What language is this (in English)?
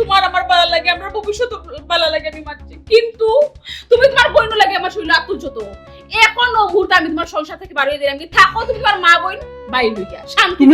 Sylheti